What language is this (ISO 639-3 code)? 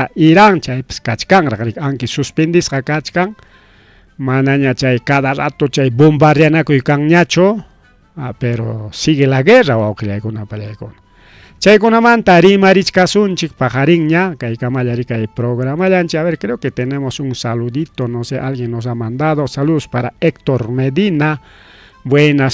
quy